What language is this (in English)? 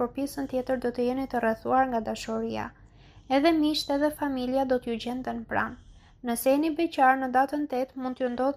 Albanian